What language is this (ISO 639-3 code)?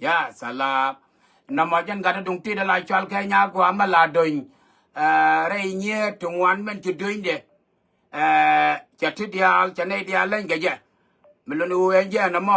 nus